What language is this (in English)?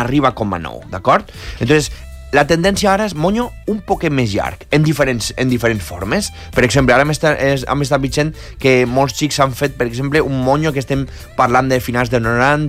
Catalan